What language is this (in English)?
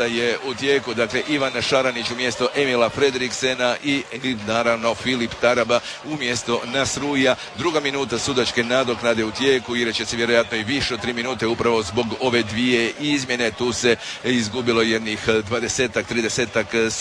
Croatian